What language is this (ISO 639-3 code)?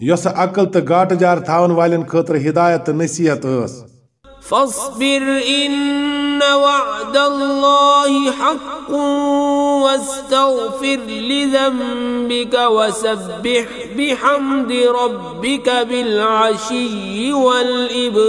kas